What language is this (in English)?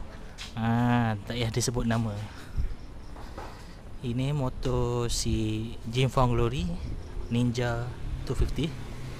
Malay